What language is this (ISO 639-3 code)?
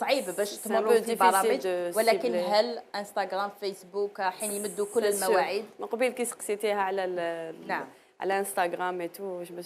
arq